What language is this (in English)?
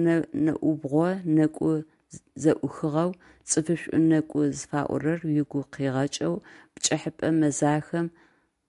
Adyghe